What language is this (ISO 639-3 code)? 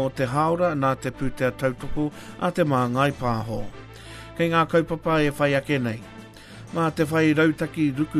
mri